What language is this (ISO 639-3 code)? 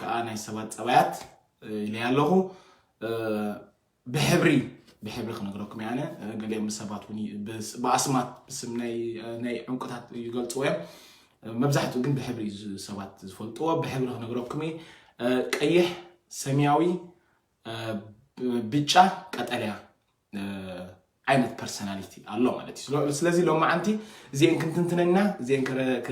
tir